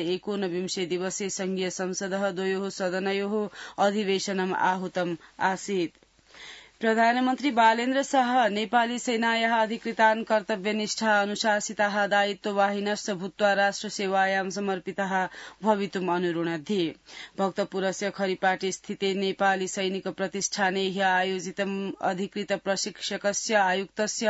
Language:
Sanskrit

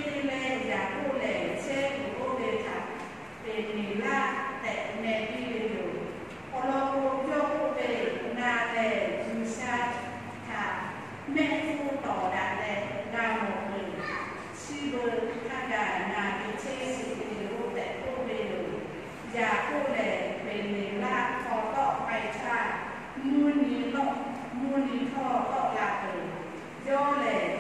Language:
Lahu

